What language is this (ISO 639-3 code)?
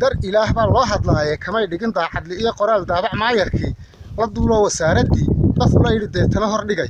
som